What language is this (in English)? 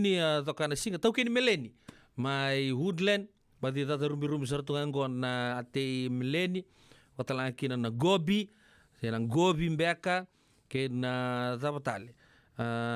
Fijian